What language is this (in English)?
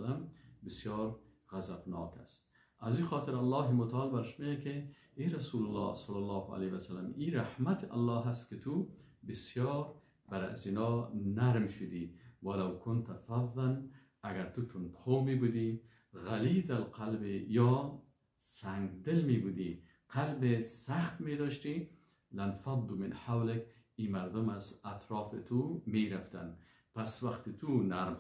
Persian